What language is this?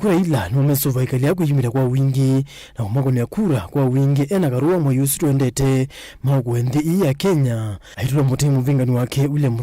Kamba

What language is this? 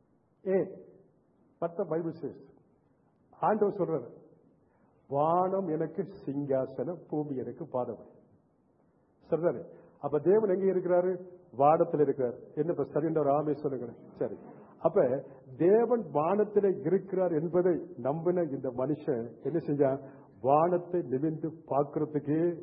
Tamil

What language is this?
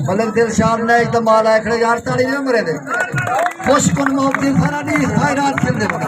Saraiki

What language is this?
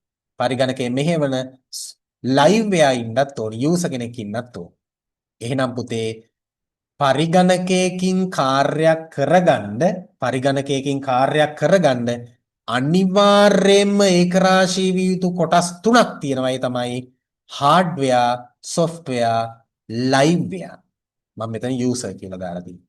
Sinhala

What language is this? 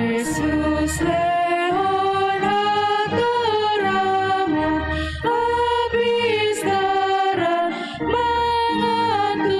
Batak Toba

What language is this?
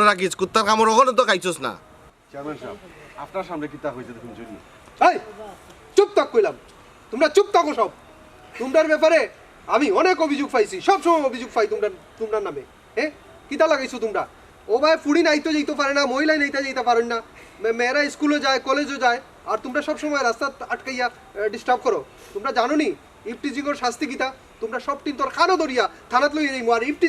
Sylheti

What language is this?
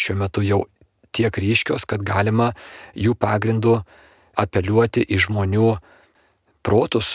Lithuanian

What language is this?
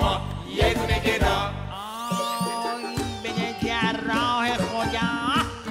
Persian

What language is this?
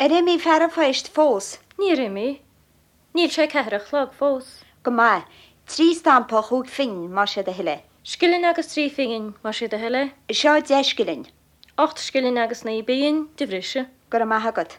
Irish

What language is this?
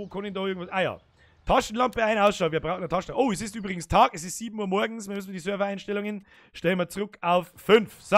Bavarian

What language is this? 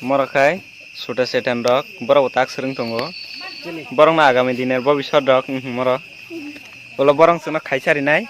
Kok Borok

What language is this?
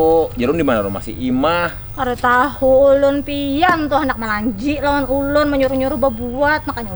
Banjar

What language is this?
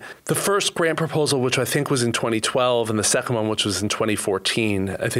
English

